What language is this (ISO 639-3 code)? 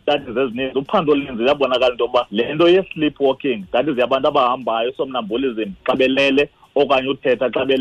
xho